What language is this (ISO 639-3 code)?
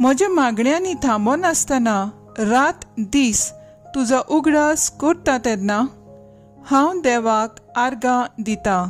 kok